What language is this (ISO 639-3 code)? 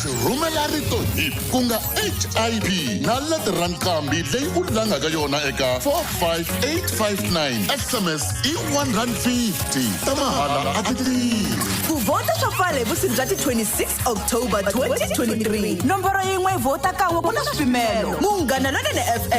tso